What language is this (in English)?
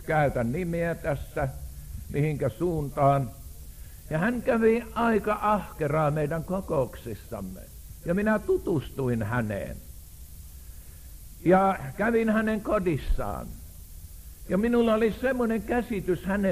Finnish